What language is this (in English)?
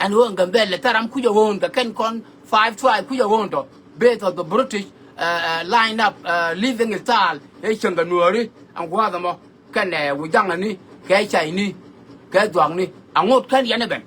Nuer